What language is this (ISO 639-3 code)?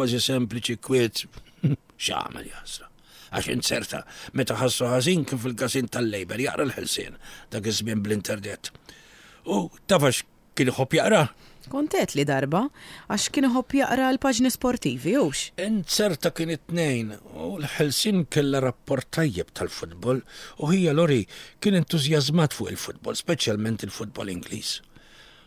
mlt